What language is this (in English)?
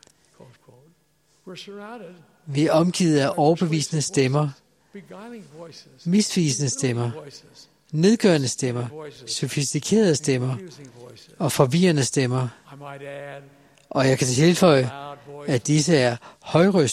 Danish